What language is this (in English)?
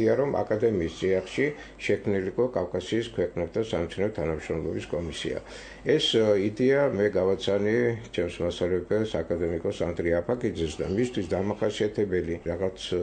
Georgian